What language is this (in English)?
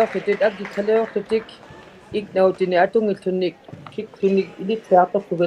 Inuktitut